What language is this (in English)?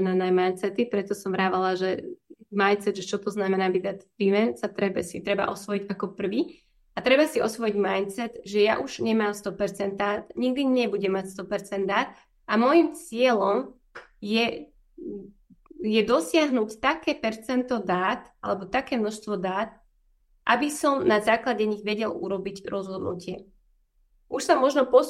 Slovak